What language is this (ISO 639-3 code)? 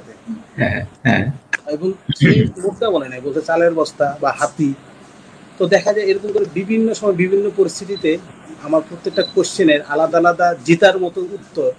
ben